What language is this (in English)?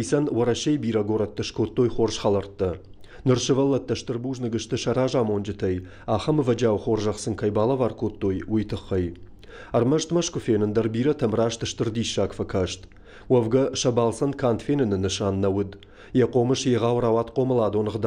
Ossetic